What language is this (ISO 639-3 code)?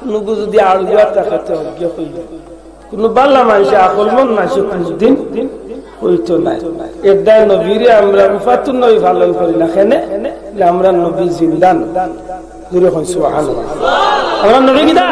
syl